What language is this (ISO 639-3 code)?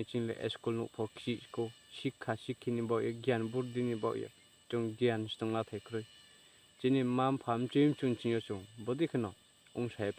ria